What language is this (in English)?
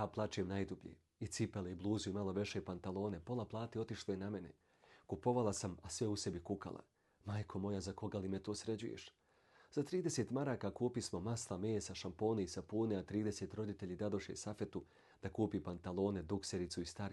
Bosnian